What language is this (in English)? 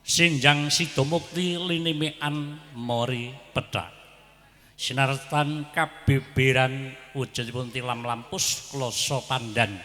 Javanese